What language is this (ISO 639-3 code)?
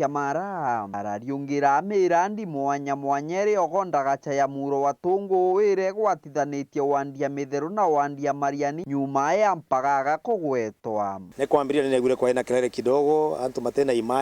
mer